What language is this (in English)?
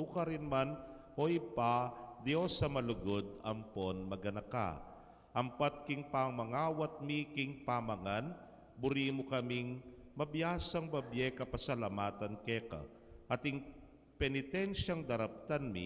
Pampanga